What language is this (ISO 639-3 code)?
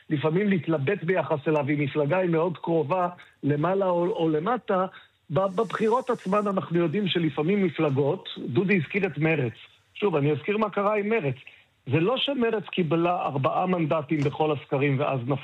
heb